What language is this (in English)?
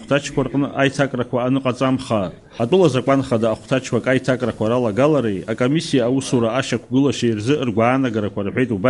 Abkhazian